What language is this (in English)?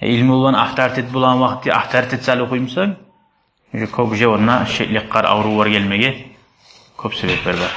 Kumyk